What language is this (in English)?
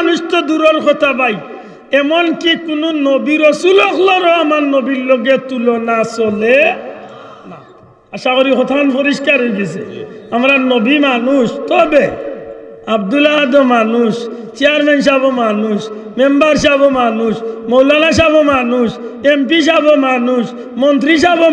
Sylheti